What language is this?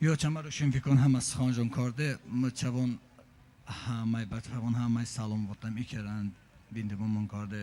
Talysh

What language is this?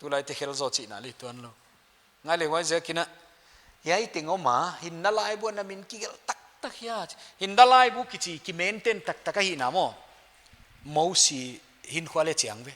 Paite Chin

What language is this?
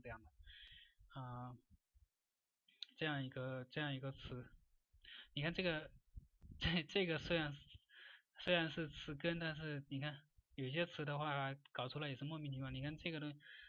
Chinese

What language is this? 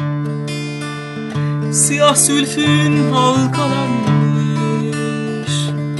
Turkish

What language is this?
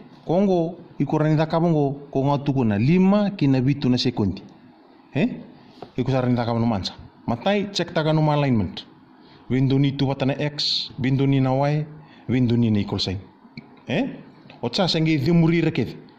Fijian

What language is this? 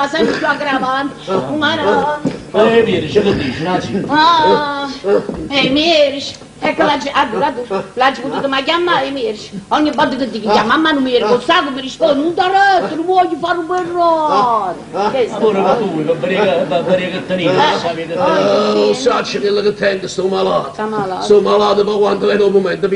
Neapolitan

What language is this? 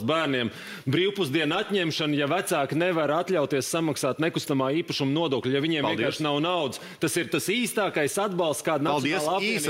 Latvian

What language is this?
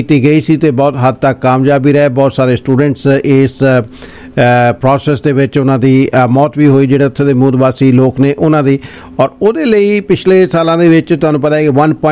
Punjabi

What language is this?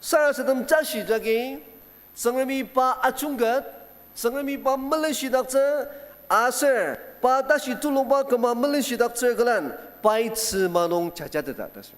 Ao Naga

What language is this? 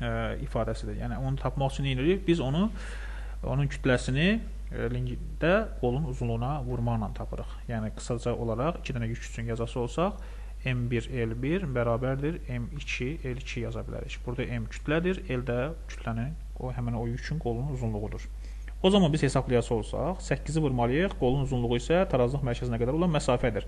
Azerbaijani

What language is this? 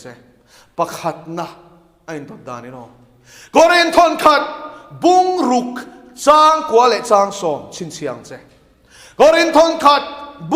Mizo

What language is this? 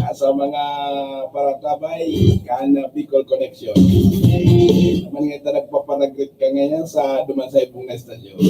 Bikol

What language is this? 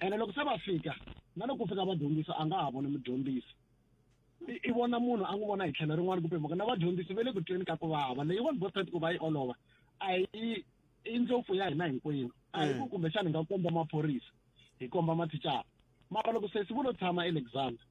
Tsonga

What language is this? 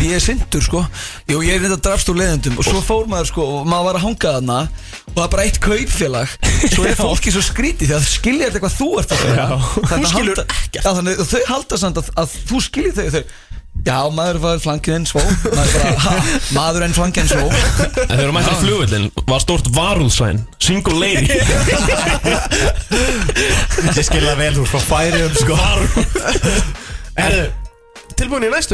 Icelandic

